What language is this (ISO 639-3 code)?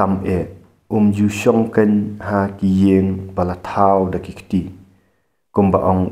kha